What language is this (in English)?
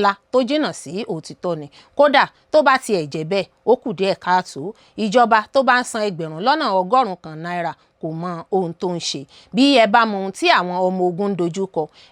Yoruba